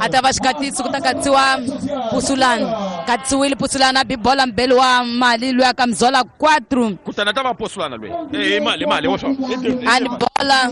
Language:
Tsonga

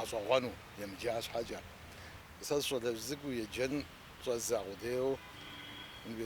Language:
Kabardian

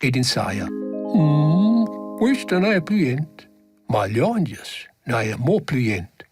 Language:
Romansh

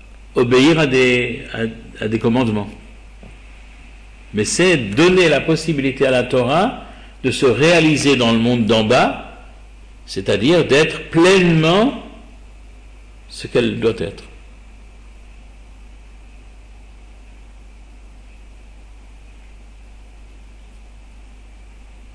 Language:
French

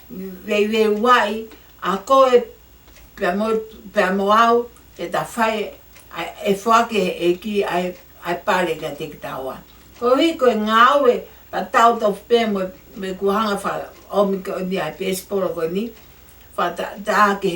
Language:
Tongan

